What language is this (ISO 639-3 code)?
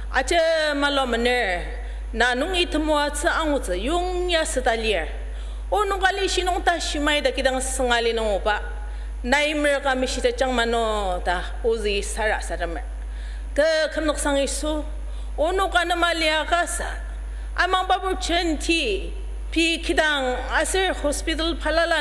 njo